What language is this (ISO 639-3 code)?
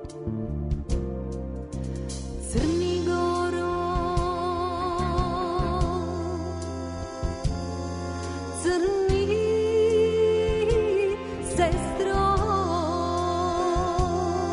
srp